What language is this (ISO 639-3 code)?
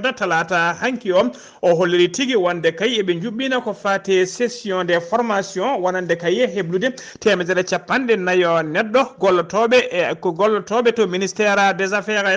ful